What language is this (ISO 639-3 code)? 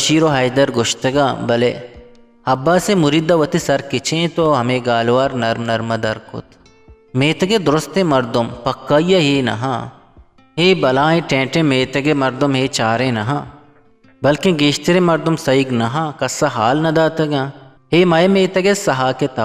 bgp